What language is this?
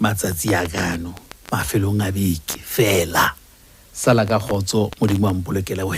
Southern Sotho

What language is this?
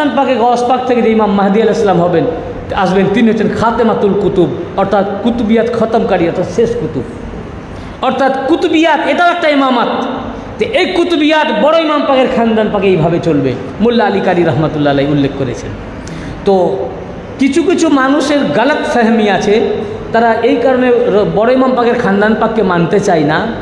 Bangla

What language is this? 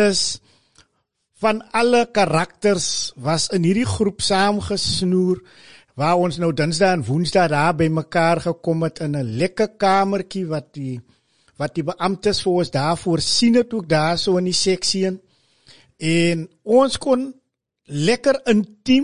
Afrikaans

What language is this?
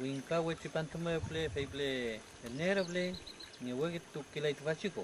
Mapuche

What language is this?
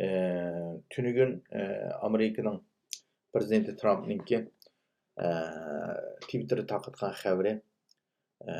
Uyghur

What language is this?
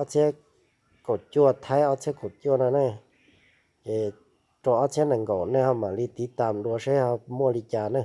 Hmong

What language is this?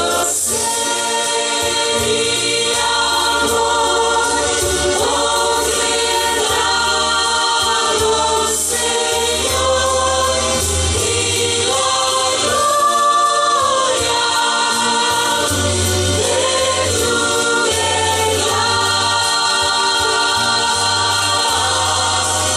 Spanish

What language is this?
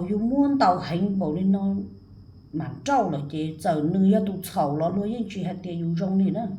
Hmong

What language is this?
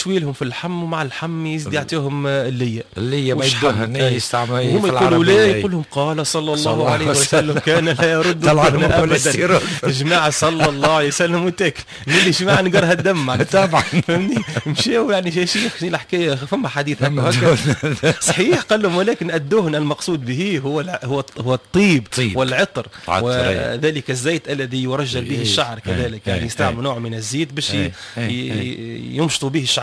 Tunisian Arabic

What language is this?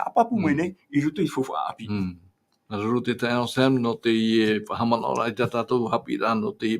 Tahitian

